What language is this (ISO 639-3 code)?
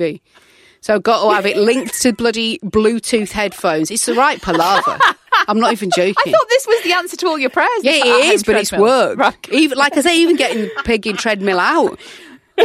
eng